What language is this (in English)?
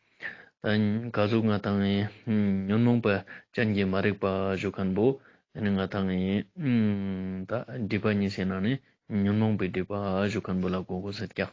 Ladakhi